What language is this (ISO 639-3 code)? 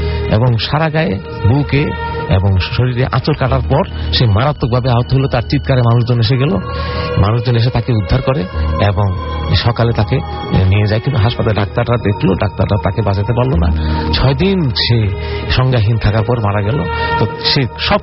ben